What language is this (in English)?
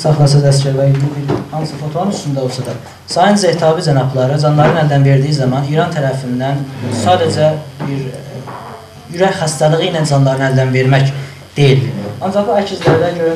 South Azerbaijani